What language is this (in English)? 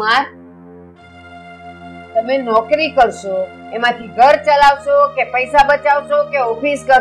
Gujarati